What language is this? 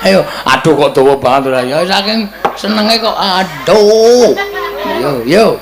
Javanese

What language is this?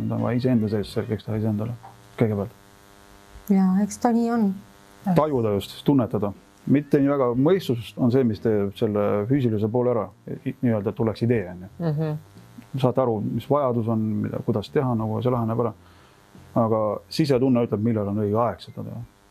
Estonian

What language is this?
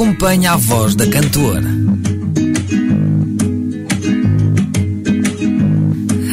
Portuguese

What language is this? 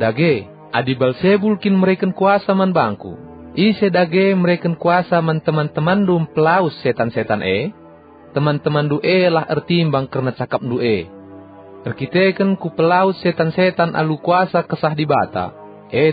Batak Karo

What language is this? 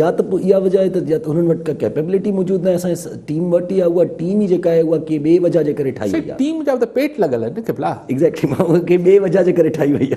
Sindhi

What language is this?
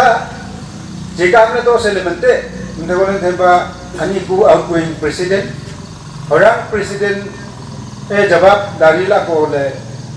Wancho Naga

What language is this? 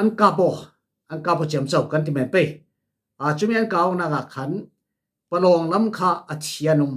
Falam Chin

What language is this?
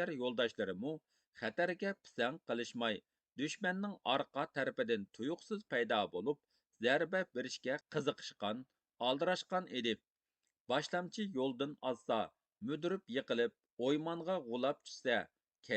Uyghur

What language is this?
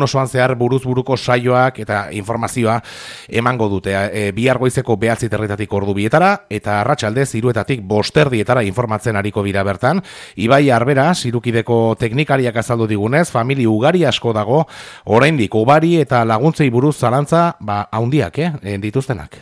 Basque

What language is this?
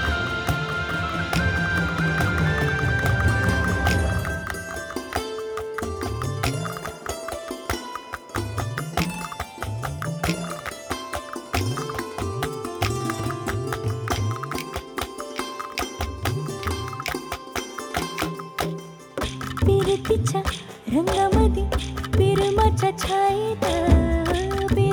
Marathi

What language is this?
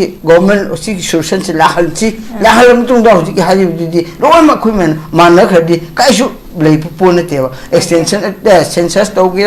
Manipuri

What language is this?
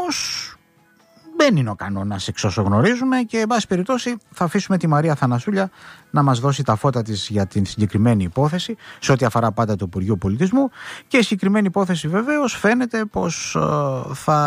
Greek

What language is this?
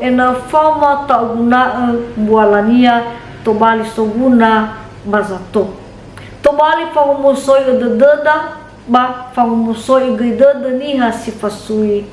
Nias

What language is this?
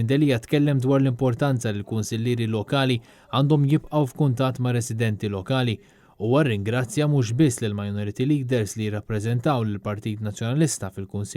Maltese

